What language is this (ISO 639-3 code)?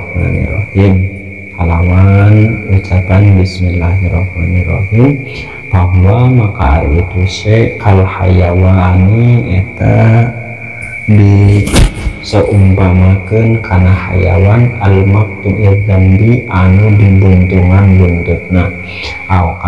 sun